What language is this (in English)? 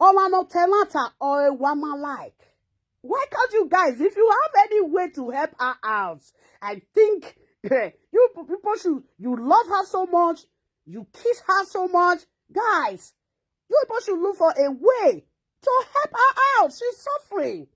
Nigerian Pidgin